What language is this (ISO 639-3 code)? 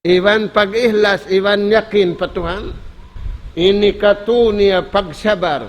tsg